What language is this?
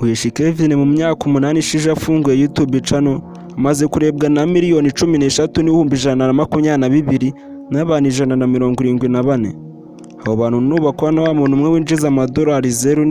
Kinyarwanda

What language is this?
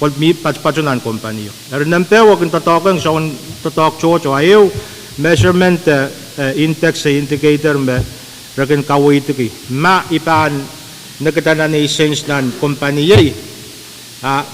Pohnpeian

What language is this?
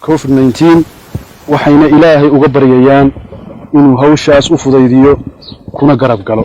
Somali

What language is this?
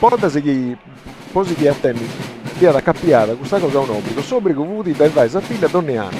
Sardinian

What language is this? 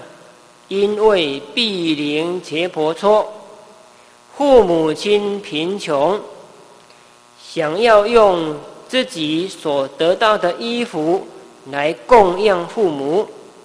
Chinese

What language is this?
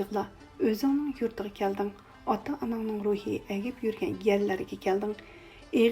Uyghur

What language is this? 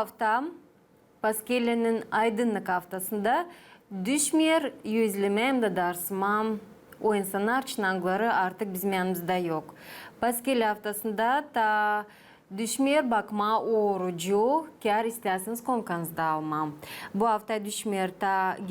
Gagauz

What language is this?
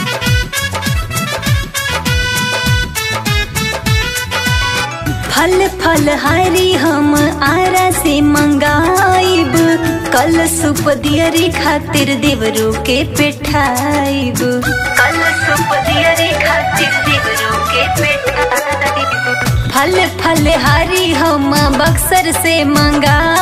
Bhojpuri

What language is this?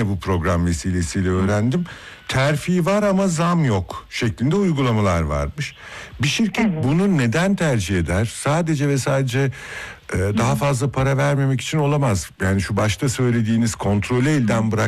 Turkish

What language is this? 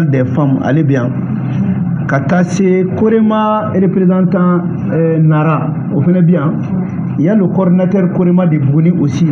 Bambara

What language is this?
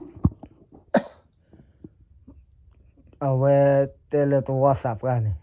S'gaw Karen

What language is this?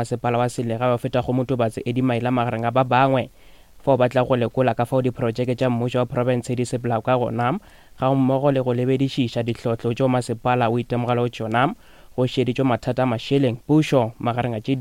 Northern Sotho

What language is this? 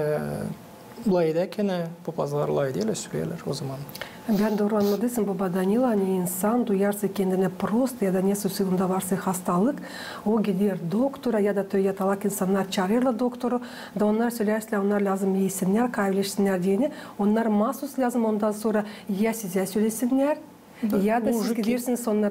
Gagauz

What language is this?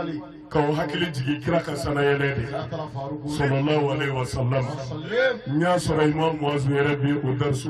Bambara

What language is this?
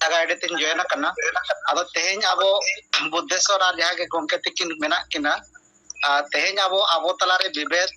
Santali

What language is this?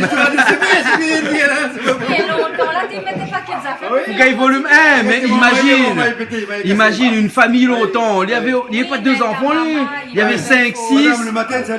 Réunion Creole French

